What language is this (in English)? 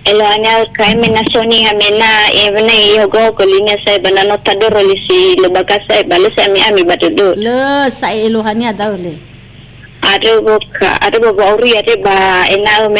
Nias